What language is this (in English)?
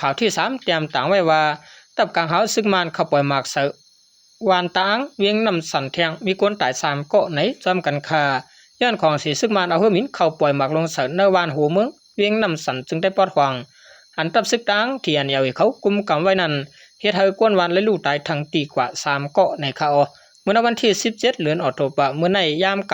Shan